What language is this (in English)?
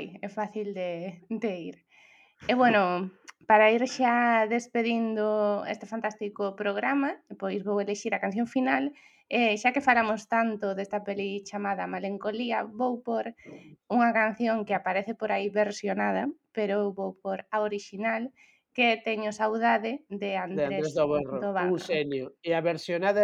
Galician